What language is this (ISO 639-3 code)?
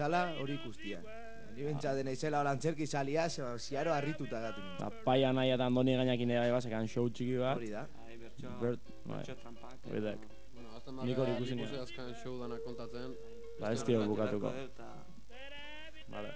eus